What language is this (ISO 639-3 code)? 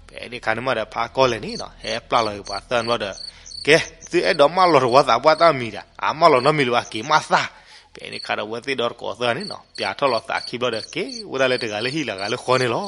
ksw